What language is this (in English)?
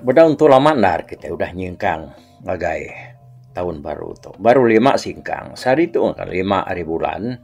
Iban